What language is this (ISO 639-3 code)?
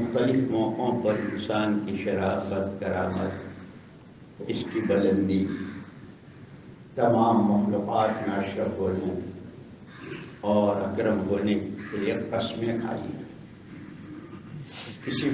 urd